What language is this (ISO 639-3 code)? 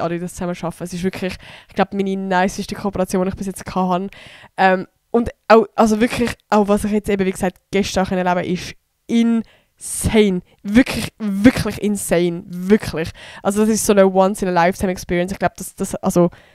gsw